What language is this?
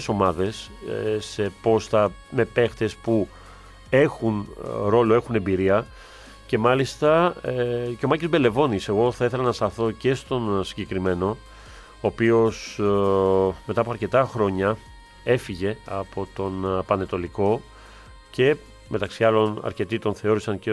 Greek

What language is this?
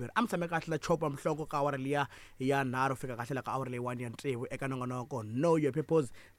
Tsonga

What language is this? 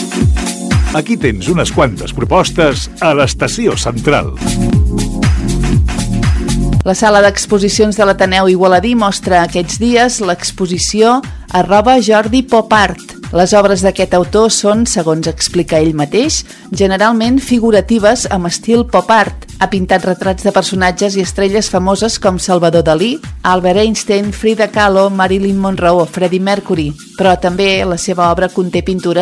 Catalan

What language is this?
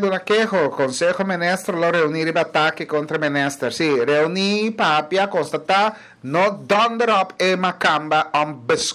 Papiamento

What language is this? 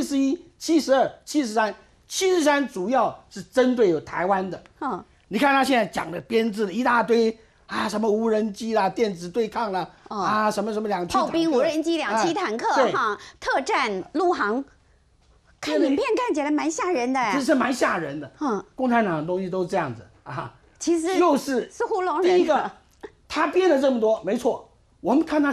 Chinese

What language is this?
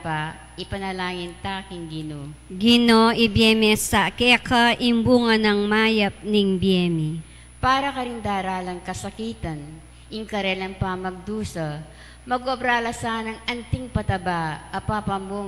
Pampanga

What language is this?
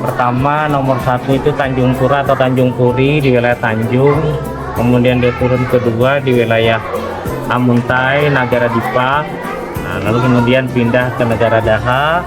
Banjar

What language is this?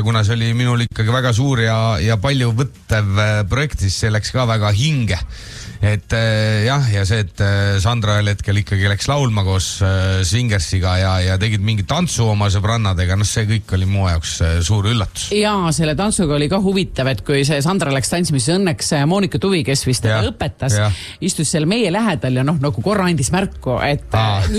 Estonian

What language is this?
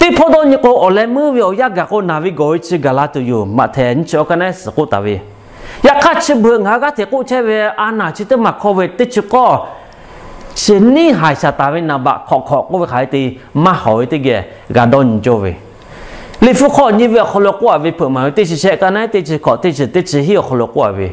Lahu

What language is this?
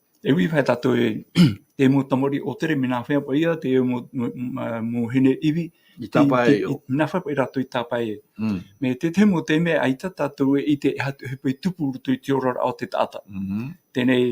Tahitian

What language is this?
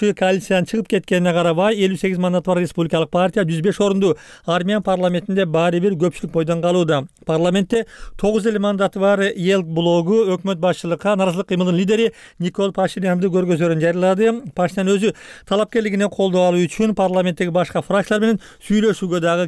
Kyrgyz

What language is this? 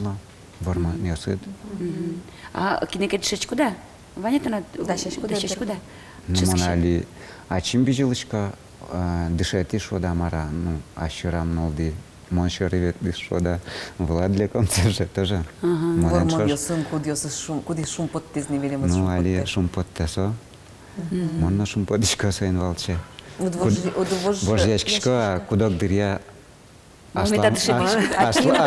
Udmurt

